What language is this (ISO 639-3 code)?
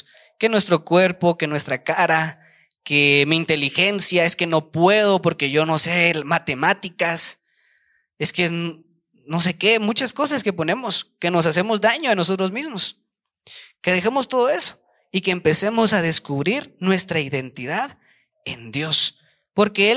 spa